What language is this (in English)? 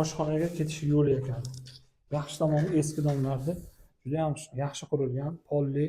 Uzbek